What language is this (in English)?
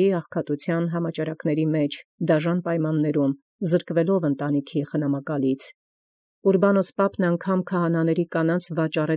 Armenian